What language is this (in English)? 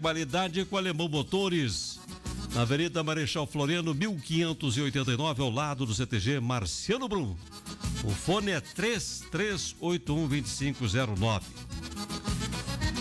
Portuguese